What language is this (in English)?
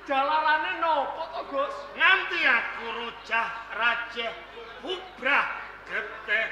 Javanese